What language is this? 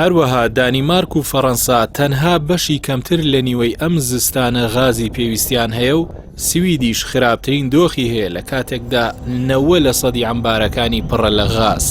Central Kurdish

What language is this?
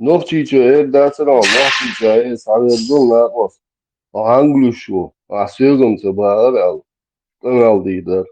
Chechen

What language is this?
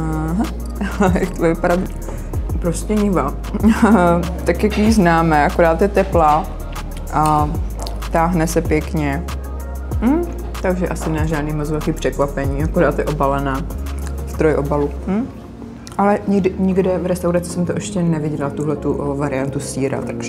Czech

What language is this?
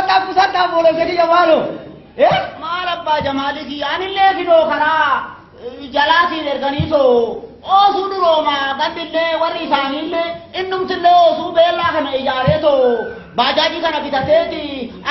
Oromo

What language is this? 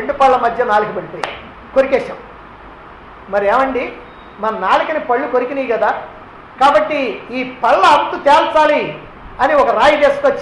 Telugu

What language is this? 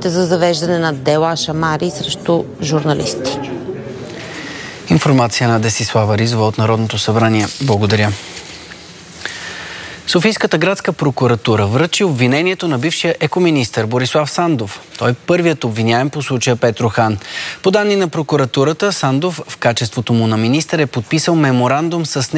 Bulgarian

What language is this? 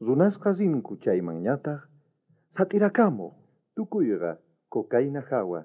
South Bolivian Quechua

